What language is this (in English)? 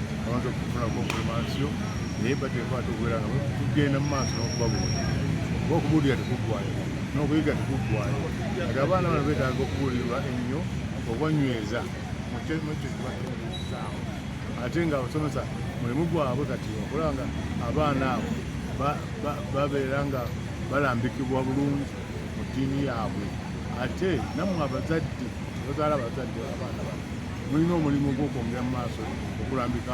Ganda